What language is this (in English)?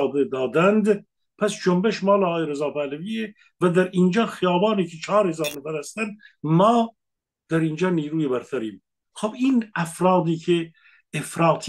Persian